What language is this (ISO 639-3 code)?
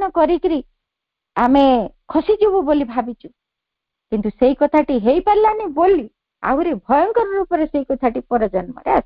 ori